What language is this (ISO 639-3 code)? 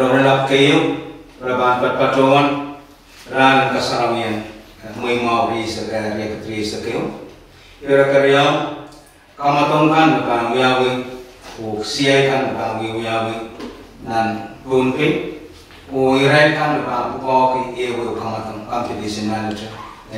pon